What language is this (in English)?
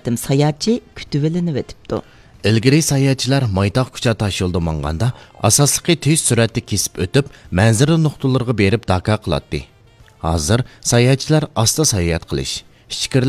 Uyghur